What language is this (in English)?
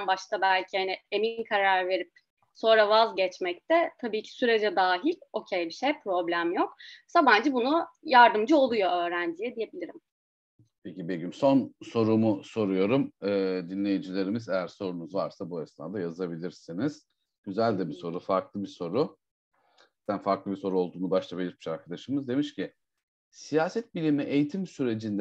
Turkish